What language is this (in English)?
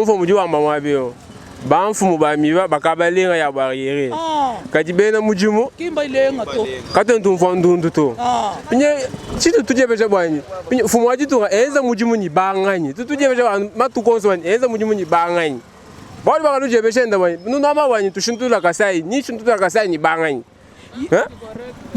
Luba-Lulua